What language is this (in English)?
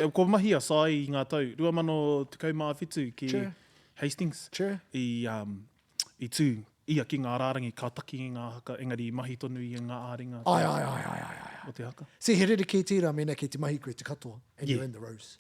Māori